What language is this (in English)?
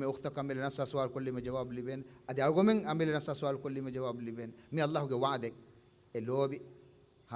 Divehi